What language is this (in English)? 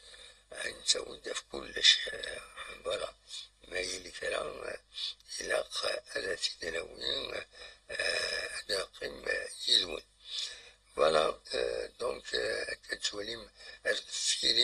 Kabyle